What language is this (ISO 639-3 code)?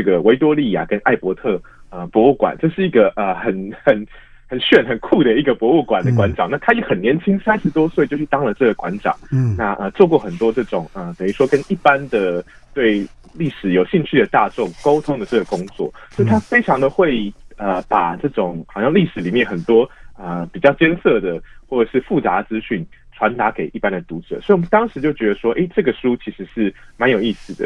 zho